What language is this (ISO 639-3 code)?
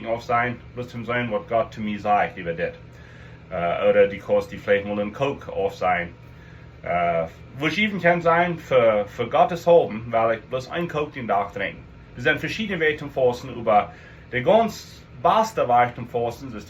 pdt